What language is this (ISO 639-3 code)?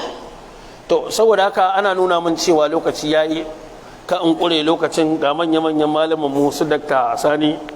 hau